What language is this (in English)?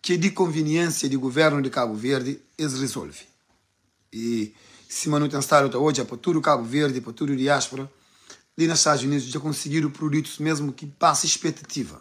Kabuverdianu